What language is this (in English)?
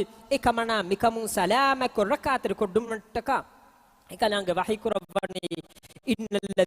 Divehi